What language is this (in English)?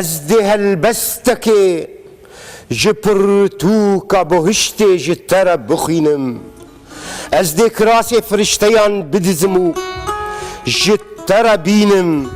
Kurdish